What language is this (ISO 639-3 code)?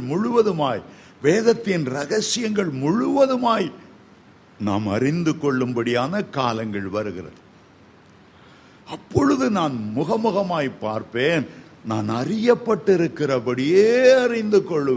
tam